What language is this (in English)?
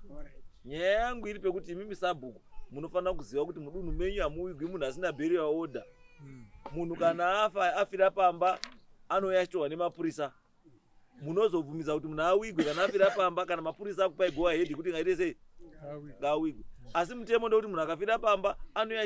Shona